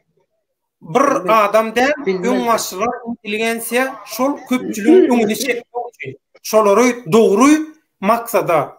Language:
Turkmen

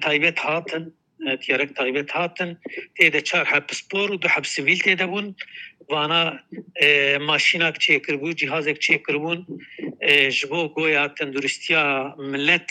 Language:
Kurdish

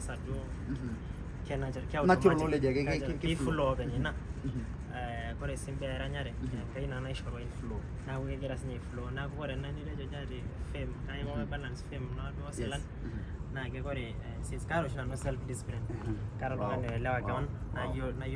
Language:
Masai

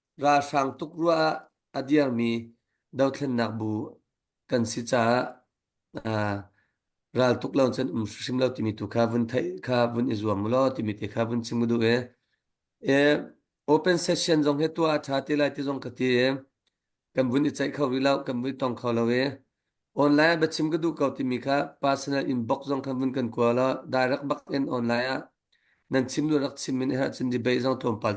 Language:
Hakha Chin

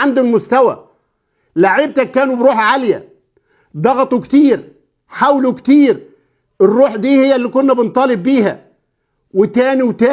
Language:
Egyptian Arabic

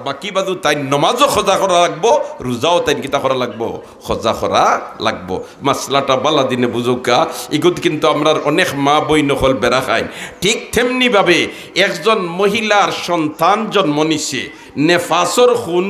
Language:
Sylheti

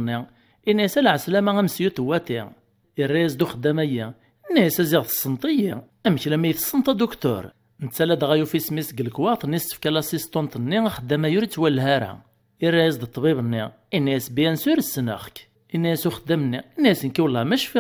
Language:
Kabyle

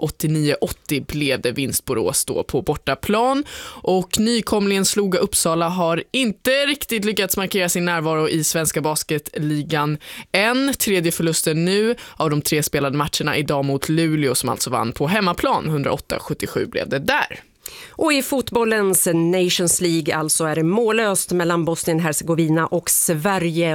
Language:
Swedish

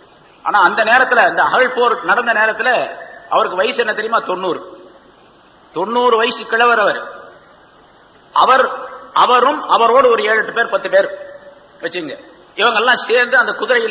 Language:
Tamil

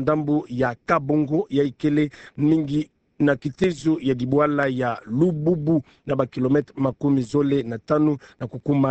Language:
Kituba (Democratic Republic of Congo)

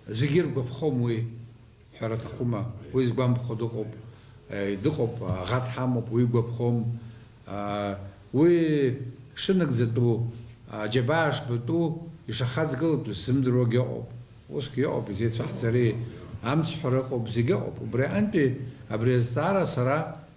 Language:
Abkhazian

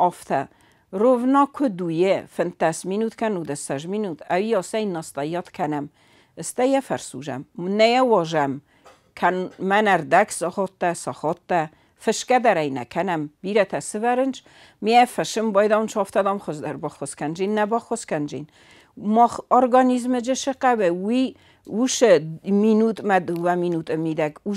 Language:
Ossetic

